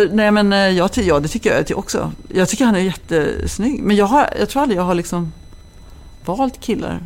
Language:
Swedish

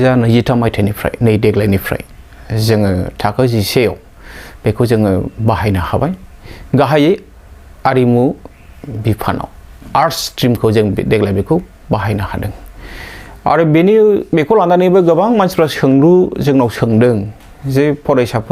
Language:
Bodo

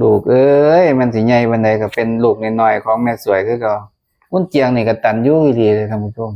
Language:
Northeastern Thai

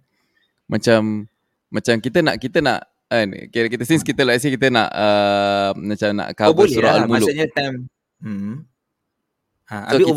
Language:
Malay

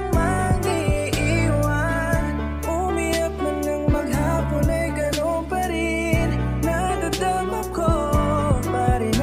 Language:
Filipino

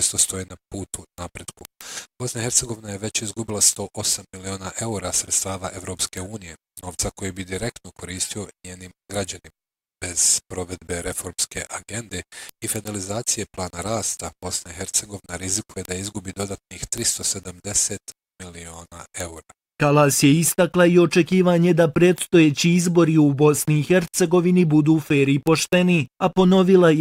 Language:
Bosnian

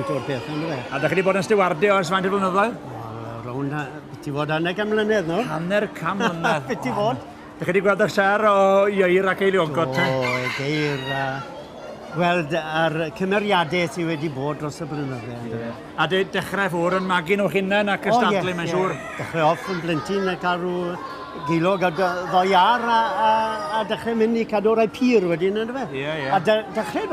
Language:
Welsh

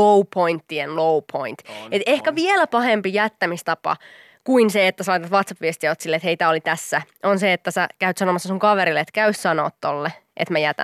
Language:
Finnish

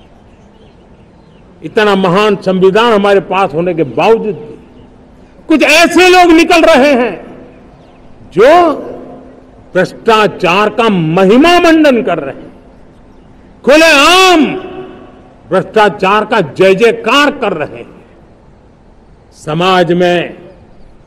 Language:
Hindi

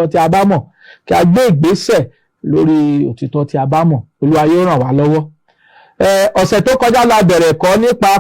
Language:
Yoruba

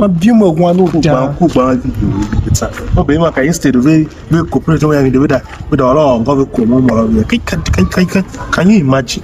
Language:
Tiv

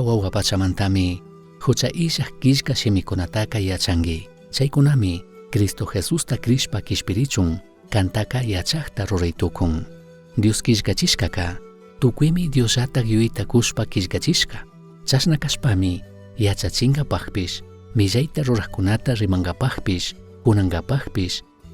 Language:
Chimborazo Highland Quichua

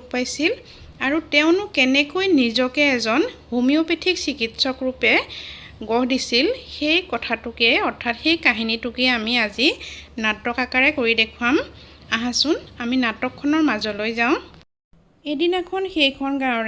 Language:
Assamese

